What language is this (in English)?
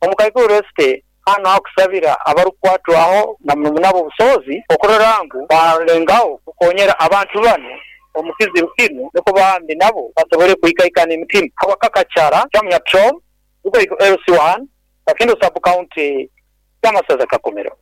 Nyoro